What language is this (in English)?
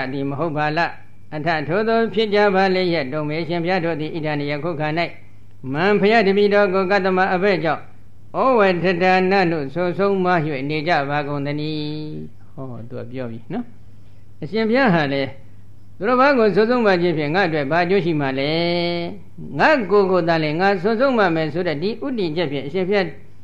Burmese